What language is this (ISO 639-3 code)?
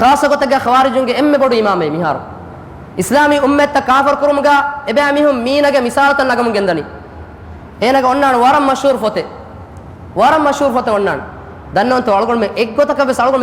div